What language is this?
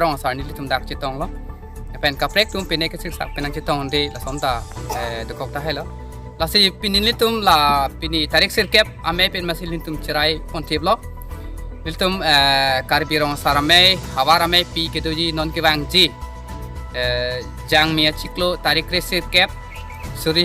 Karbi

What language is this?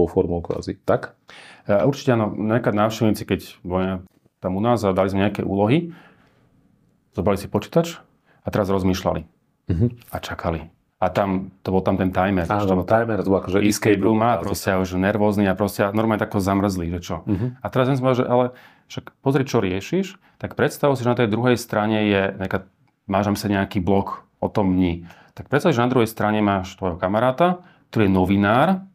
Slovak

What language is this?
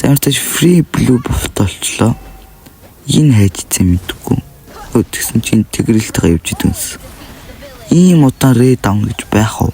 Mongolian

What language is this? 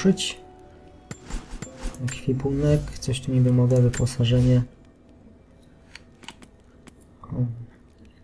Polish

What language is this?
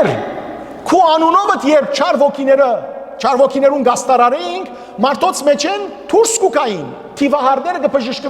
Western Armenian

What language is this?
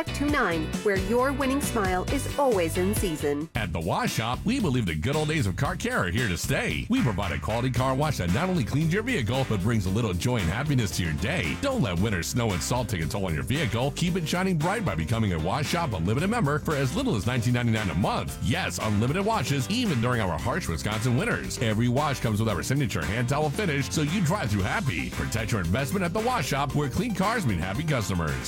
English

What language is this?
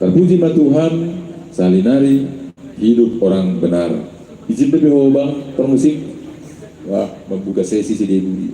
Batak Simalungun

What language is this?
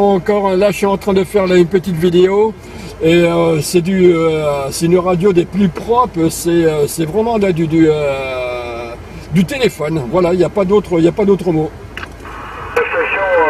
French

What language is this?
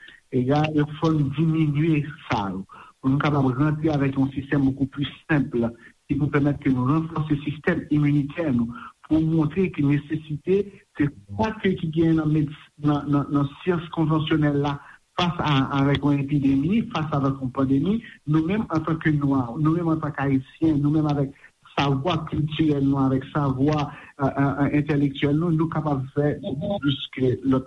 Haitian Creole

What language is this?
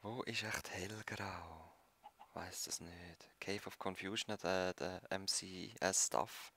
Swiss German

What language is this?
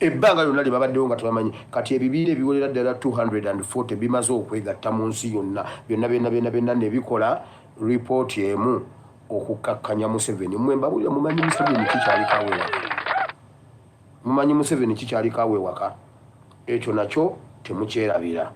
Ganda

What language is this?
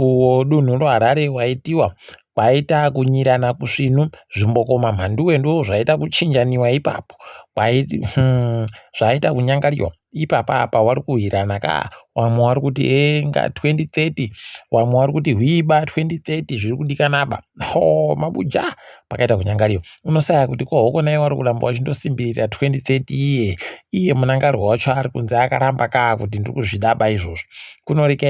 Ndau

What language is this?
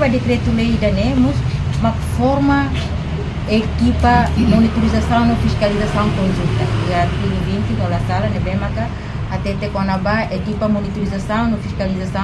Tetum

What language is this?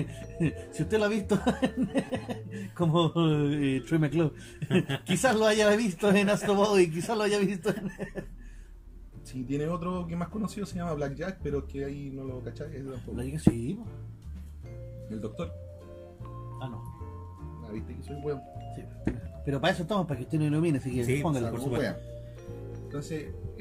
Spanish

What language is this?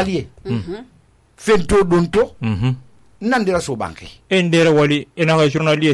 Susu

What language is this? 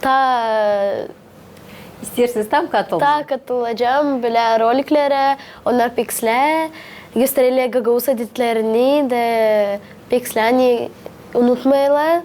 Gagauz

